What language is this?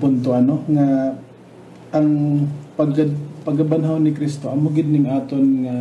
Hiligaynon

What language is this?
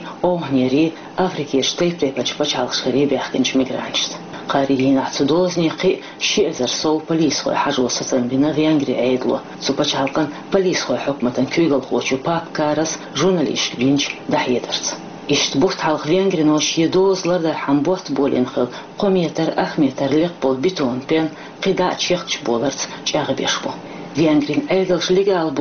Chechen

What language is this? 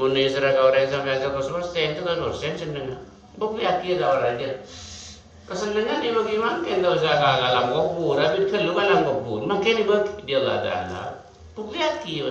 Madurese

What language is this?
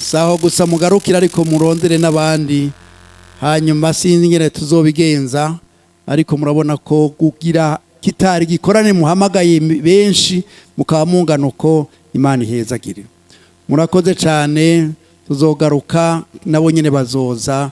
Rundi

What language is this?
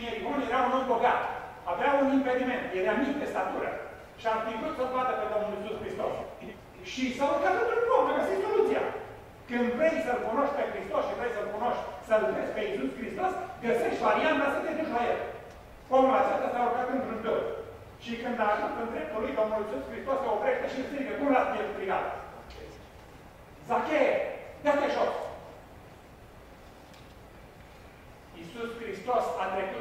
Romanian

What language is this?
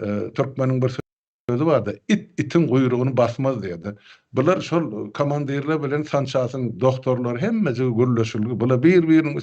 Turkmen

